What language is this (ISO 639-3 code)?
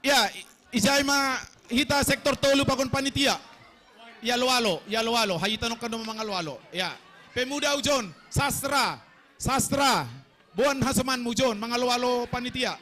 bts